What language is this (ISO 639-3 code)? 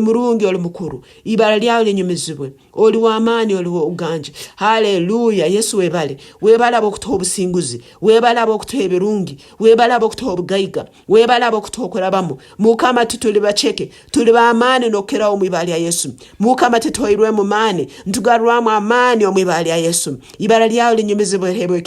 nyn